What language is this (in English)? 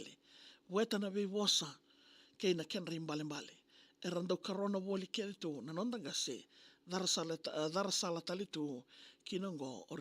Fijian